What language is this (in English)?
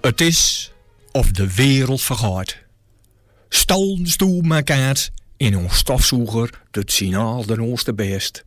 Gronings